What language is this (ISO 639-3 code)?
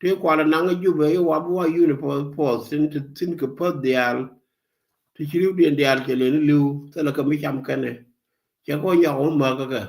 nus